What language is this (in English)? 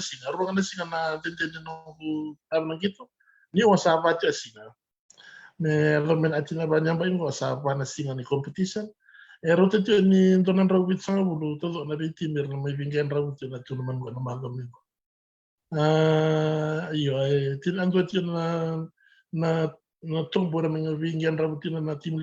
Fijian